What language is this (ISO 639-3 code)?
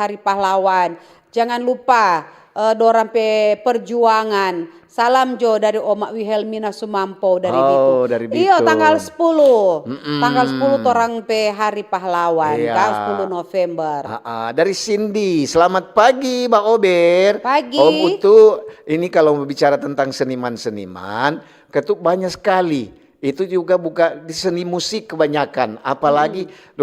xmm